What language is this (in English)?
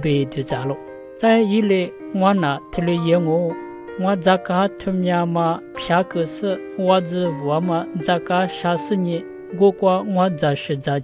Lisu